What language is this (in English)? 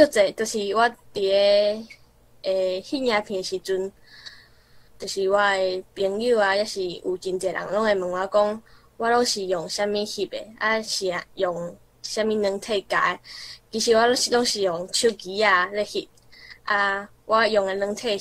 Min Nan Chinese